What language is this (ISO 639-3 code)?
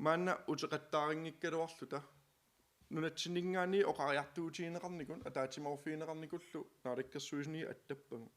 kal